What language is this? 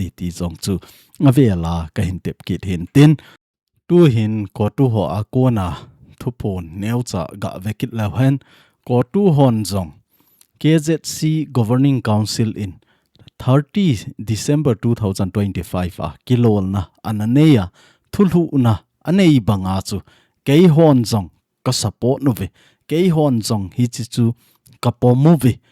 Thado Chin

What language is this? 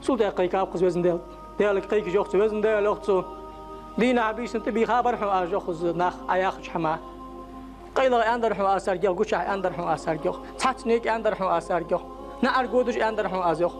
Ingush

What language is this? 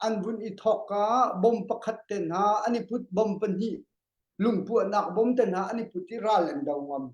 Hakha Chin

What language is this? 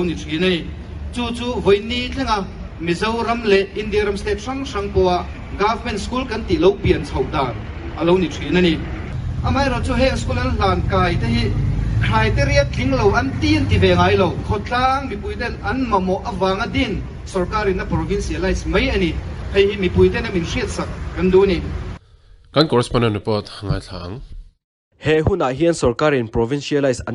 Mizo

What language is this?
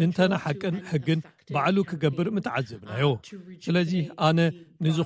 Tigrinya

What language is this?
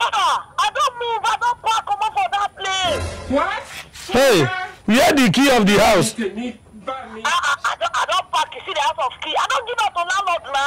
Nigerian Pidgin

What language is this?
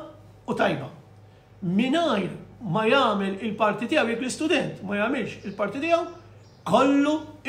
Maltese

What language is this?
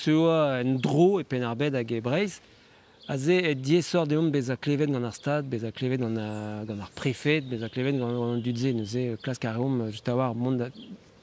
Breton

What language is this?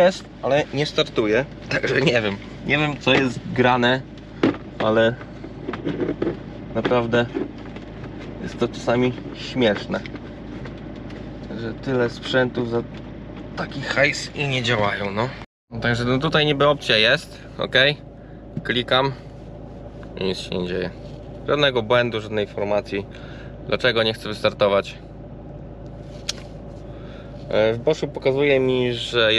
Polish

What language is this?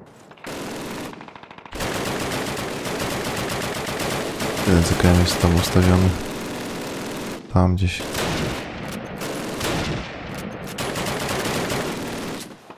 Polish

